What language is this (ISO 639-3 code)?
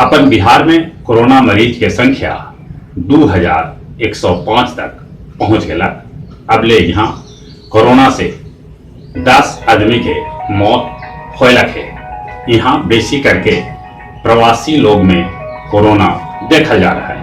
mag